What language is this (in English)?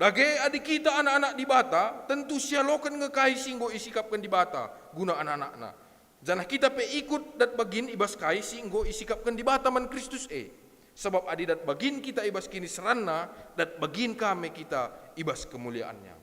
Batak Karo